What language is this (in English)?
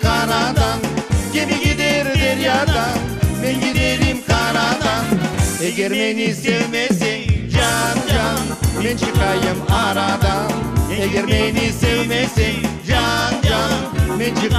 Crimean Tatar